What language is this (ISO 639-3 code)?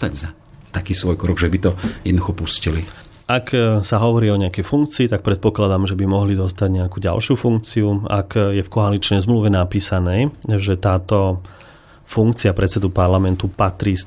slk